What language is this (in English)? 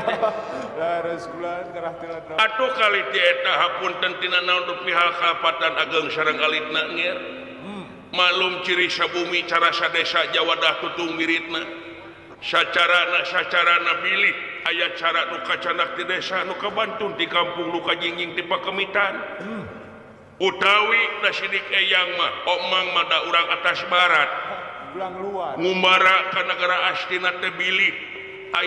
Sundanese